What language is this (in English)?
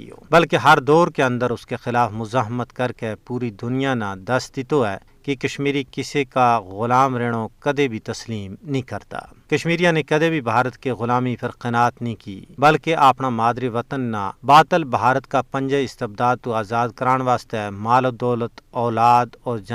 Gujari